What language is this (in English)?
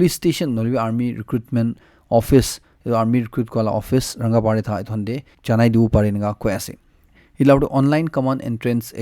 Naga Pidgin